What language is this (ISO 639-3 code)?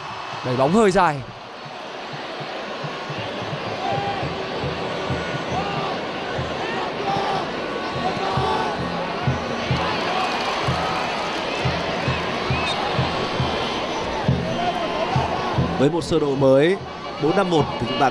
vie